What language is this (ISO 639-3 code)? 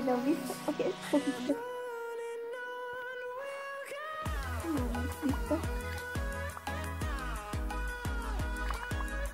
hrv